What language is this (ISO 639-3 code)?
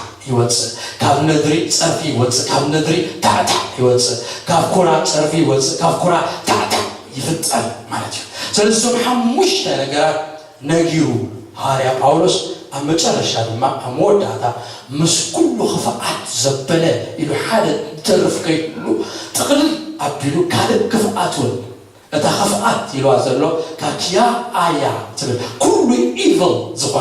tir